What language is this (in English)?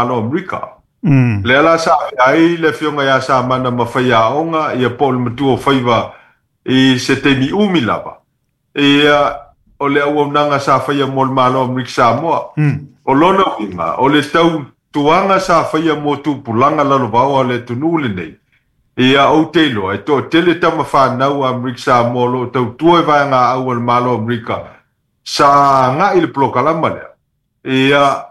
Samoan